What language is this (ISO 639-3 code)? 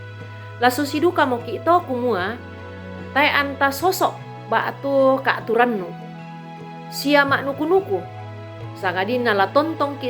sda